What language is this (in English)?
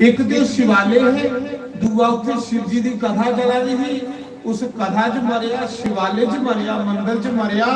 Dogri